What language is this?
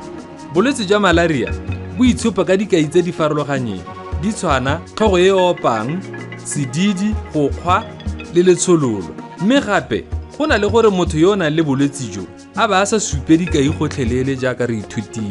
Tswana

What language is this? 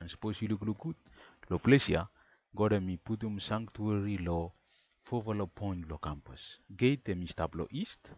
Bislama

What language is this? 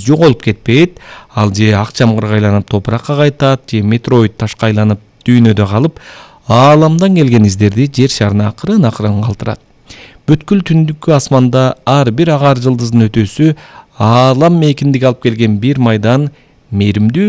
Kyrgyz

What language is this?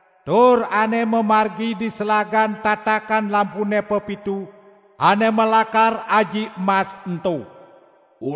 Balinese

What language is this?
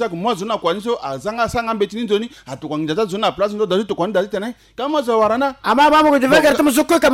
Sango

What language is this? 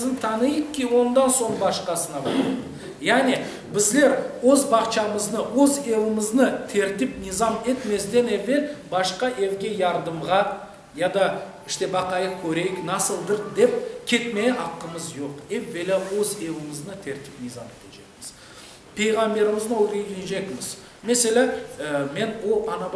Crimean Tatar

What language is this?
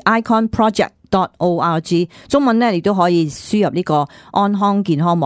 Cantonese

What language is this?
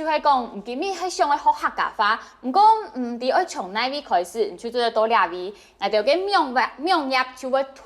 Hakka Chinese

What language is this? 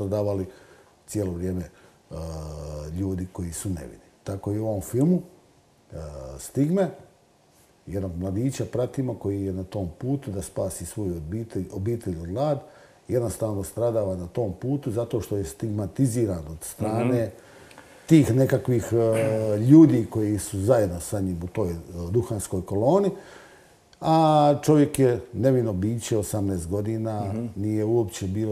Croatian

